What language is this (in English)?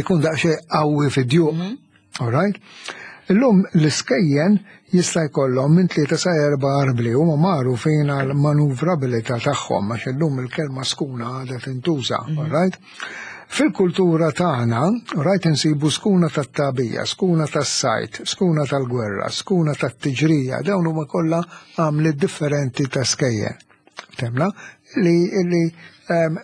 Maltese